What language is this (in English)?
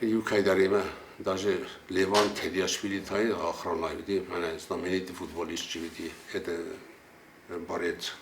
Ossetic